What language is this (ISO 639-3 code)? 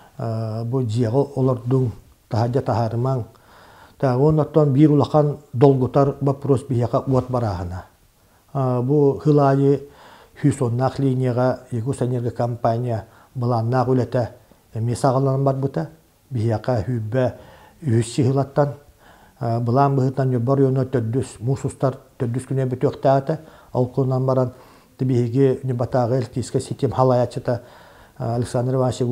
sah